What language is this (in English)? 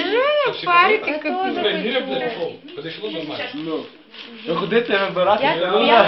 Ukrainian